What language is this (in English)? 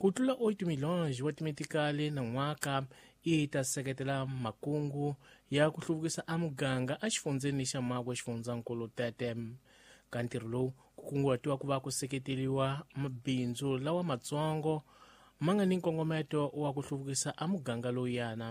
Tsonga